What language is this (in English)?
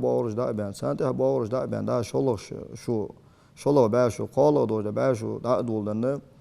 Ingush